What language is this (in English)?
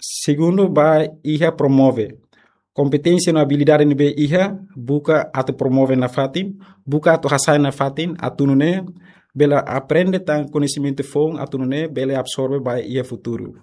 Tetum